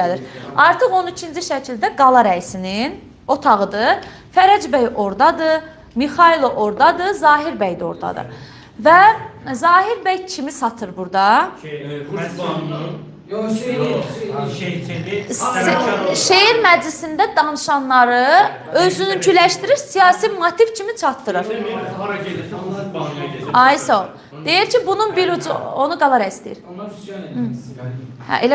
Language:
Azerbaijani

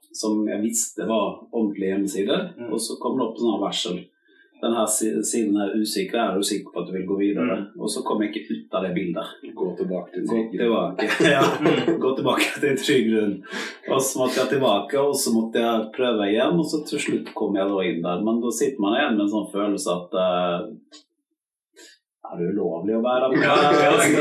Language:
Norwegian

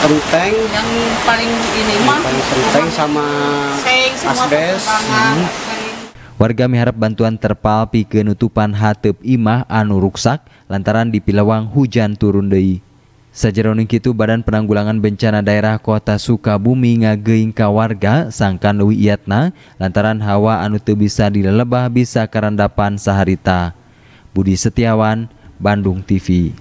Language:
Sundanese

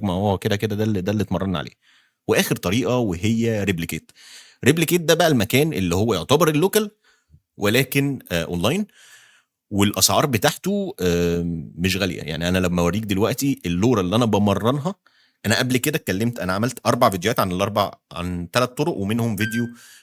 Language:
Egyptian Arabic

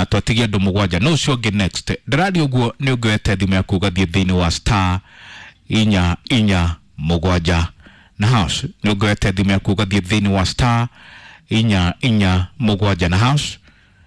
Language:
Kikuyu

